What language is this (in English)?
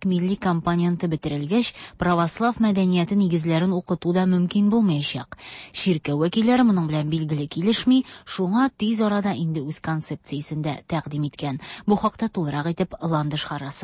Tatar